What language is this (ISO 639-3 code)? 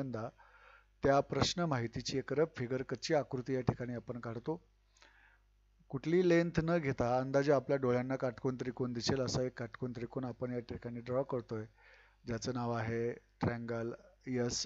mar